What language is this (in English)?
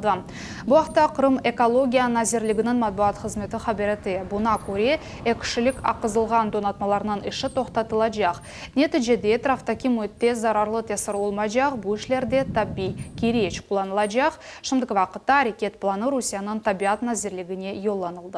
Crimean Tatar